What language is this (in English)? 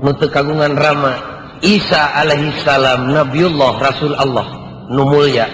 Sundanese